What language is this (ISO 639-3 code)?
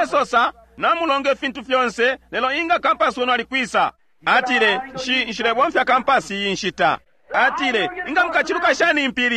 bem